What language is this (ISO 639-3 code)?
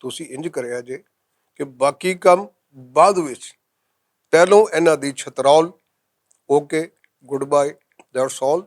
lah